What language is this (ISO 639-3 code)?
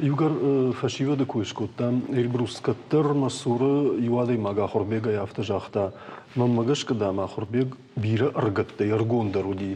oss